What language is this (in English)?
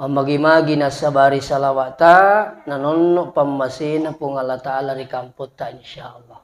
Buginese